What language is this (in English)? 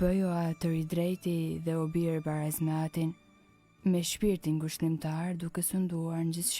Albanian